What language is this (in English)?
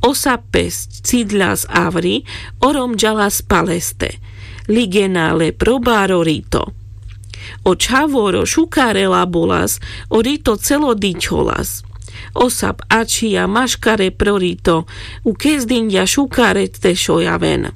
Carpathian Romani